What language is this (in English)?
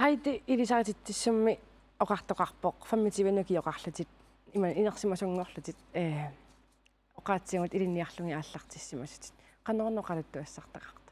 Kalaallisut